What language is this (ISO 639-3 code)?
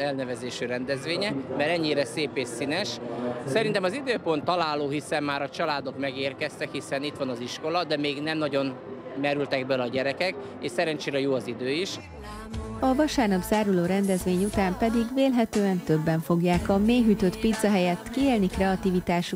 hun